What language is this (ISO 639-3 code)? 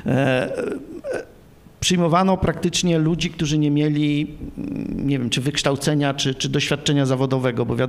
pol